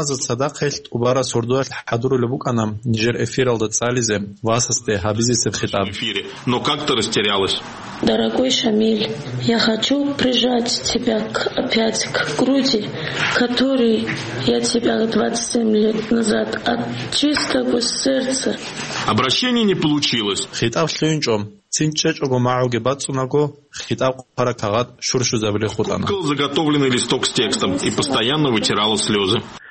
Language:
Avaric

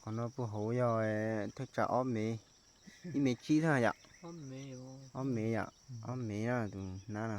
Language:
Hmong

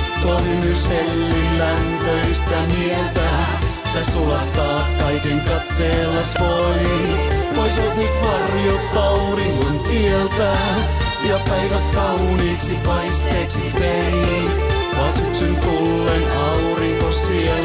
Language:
Finnish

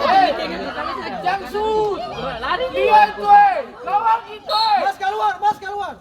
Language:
Ambonese Malay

